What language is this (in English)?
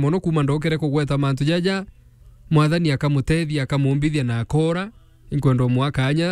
Meru